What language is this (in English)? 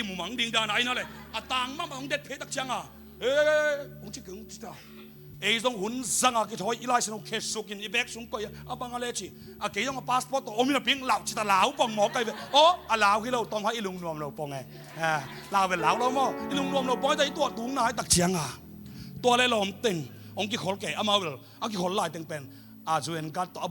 Tedim Chin